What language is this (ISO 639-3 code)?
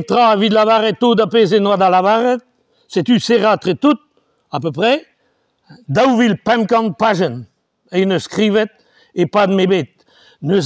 bre